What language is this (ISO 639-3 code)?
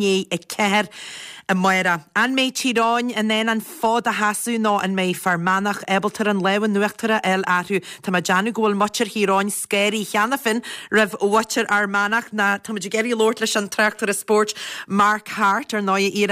gle